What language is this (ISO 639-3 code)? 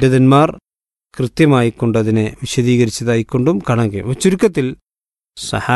mal